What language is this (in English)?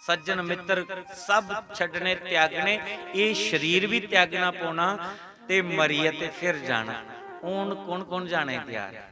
Dogri